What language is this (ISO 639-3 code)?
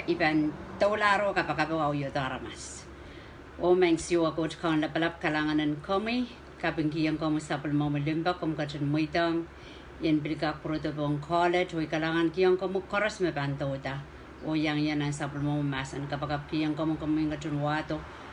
pon